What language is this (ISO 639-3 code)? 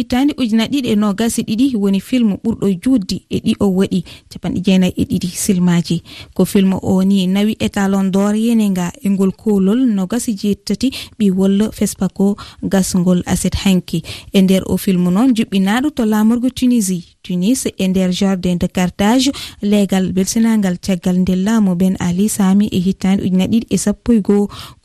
ful